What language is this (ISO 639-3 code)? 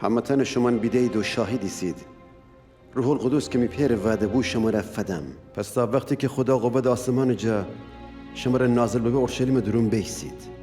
glk